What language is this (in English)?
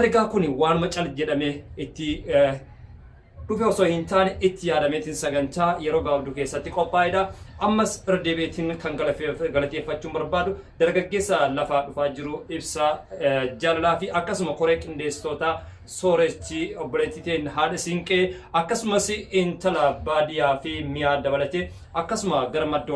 Oromo